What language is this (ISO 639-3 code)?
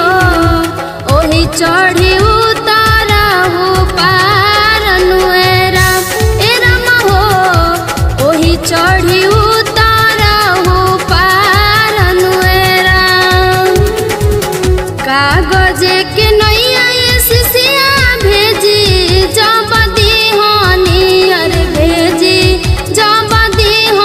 bho